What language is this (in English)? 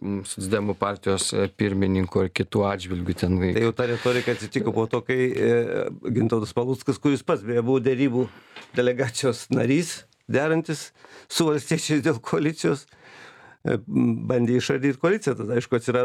Lithuanian